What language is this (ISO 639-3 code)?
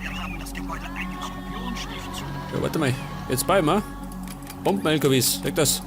bar